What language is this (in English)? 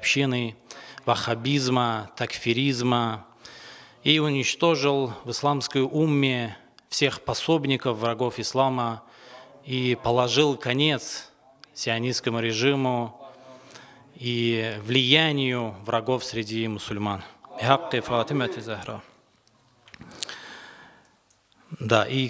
Russian